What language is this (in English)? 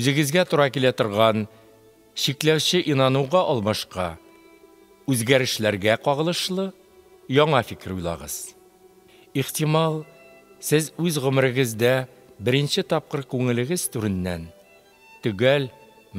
Tatar